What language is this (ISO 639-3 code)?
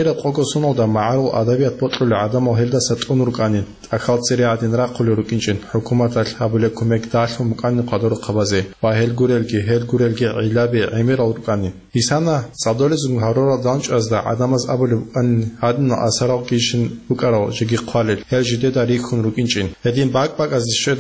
ava